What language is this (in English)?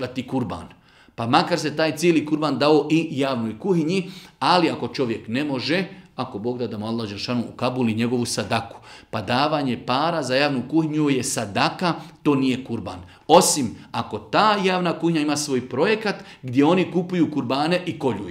Bosnian